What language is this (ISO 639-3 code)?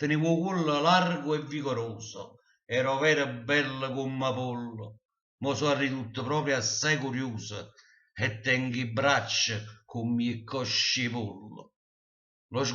nap